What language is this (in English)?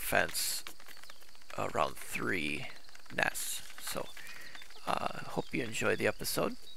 English